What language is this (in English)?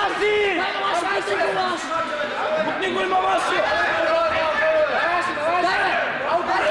Bulgarian